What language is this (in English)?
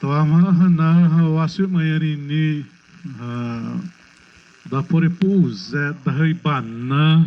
Xavánte